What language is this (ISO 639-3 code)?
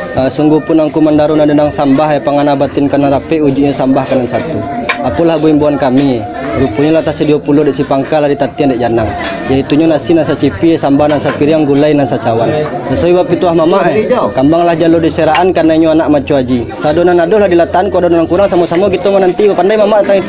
min